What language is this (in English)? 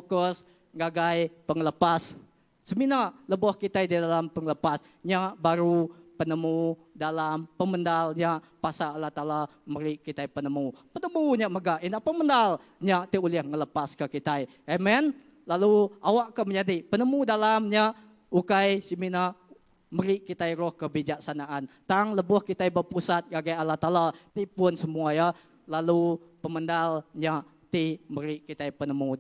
Iban